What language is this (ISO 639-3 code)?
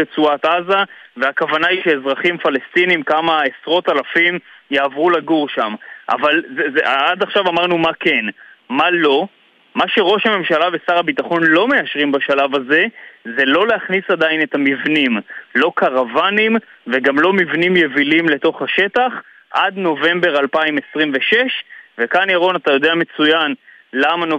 heb